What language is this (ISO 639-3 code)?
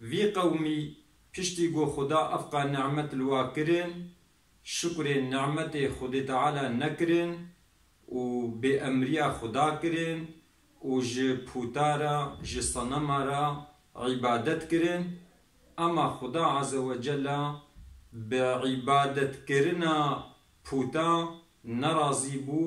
kur